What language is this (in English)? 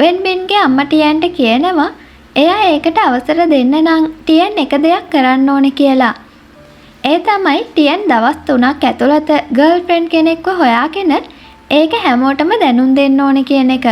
Sinhala